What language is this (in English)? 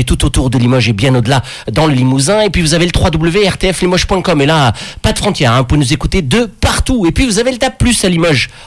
French